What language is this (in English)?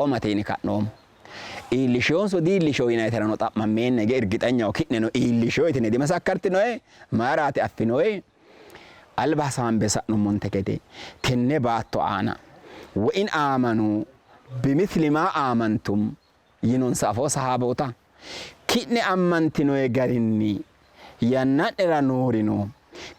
Sidamo